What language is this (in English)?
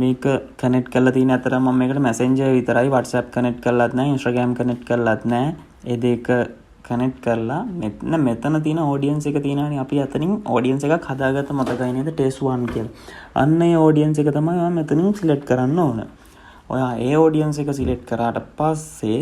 Sinhala